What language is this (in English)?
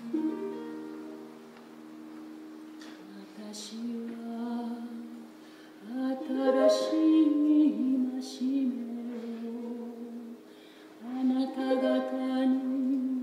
Japanese